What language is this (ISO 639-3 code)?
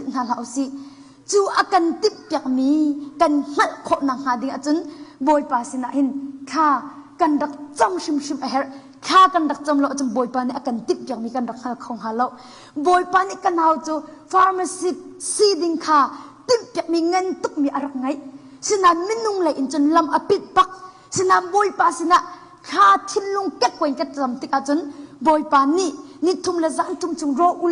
cnh